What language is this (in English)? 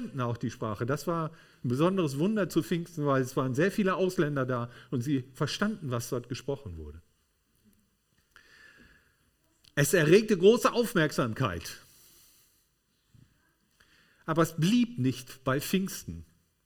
German